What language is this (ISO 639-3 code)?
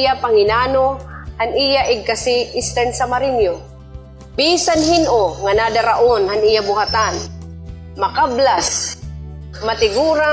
war